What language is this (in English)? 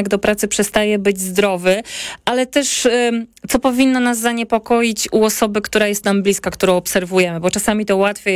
Polish